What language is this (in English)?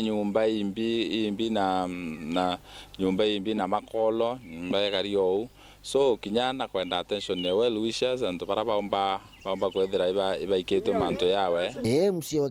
Meru